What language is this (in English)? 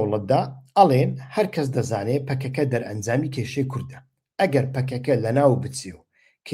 Central Kurdish